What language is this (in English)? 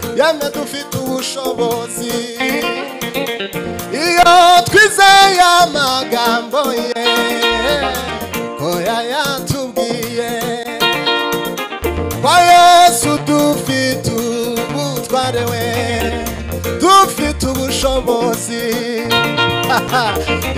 Kinyarwanda